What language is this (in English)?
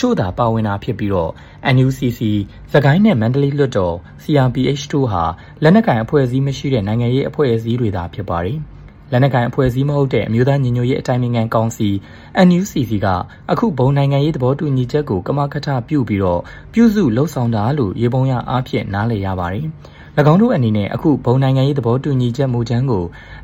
Burmese